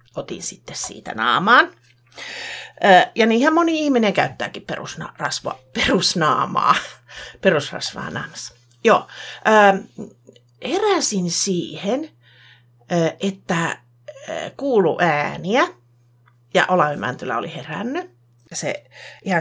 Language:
Finnish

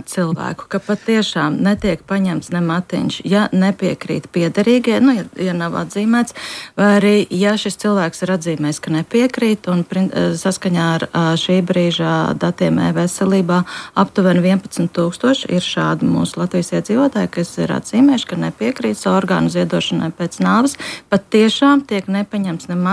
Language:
Latvian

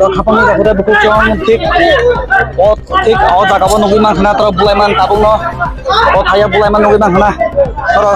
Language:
Kok Borok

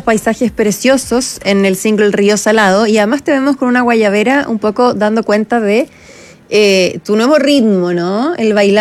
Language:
Spanish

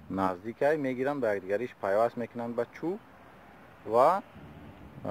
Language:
Tajik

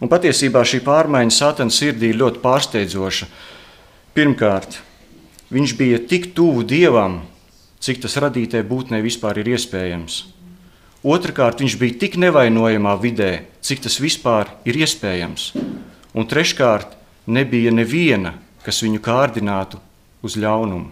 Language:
Latvian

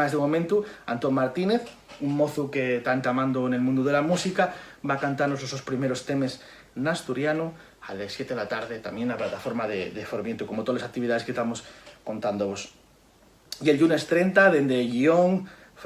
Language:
Asturian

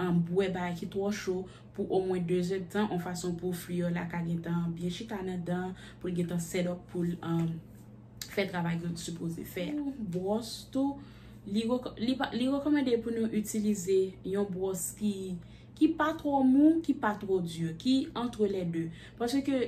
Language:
Haitian Creole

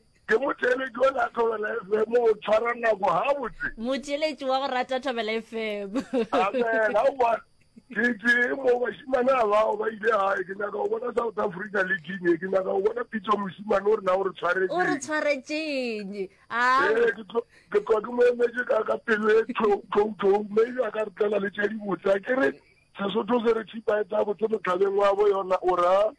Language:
Northern Sotho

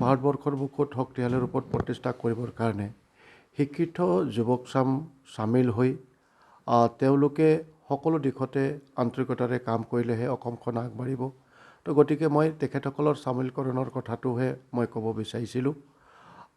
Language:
Assamese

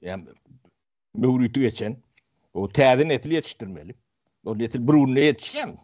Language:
Turkmen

